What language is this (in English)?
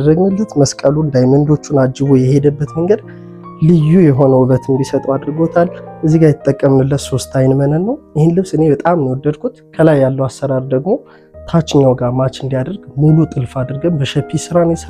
Amharic